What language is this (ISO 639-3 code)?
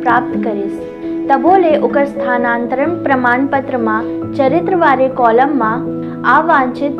hne